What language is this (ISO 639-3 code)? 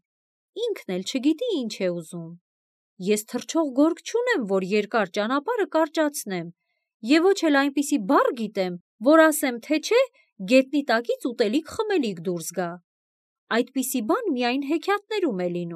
hye